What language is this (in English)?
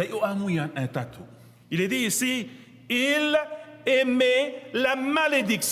Tahitian